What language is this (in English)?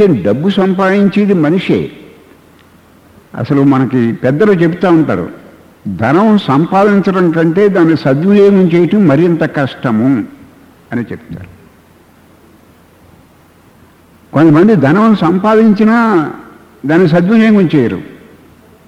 Telugu